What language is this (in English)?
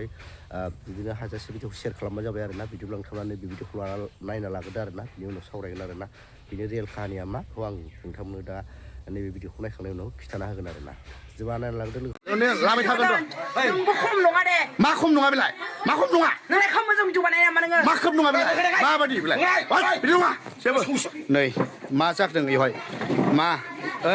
Bodo